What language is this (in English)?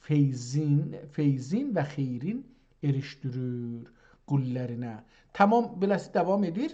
South Azerbaijani